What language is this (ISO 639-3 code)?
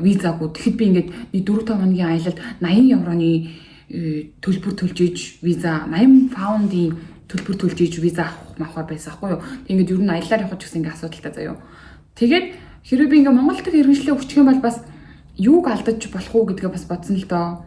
mon